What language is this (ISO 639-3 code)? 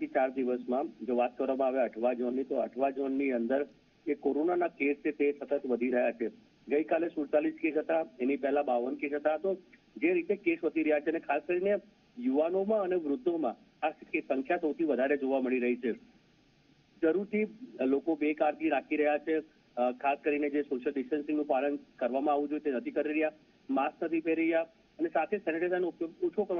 guj